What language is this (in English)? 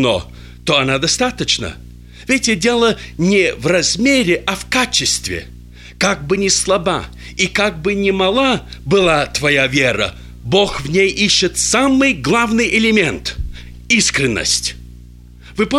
Russian